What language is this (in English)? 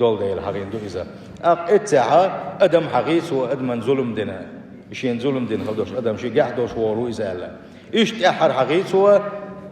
Chechen